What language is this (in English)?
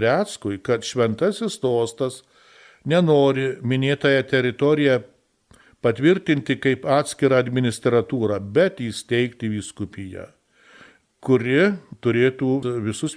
Lithuanian